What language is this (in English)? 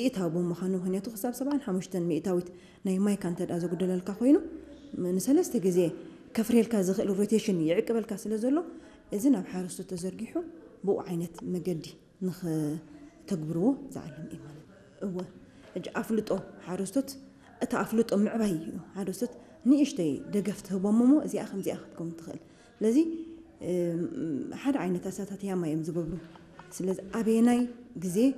Tigrinya